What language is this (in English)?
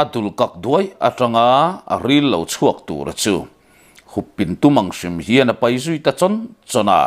Mizo